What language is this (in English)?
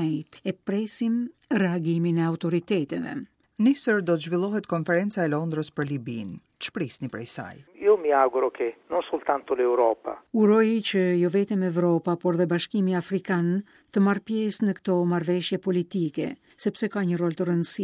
Albanian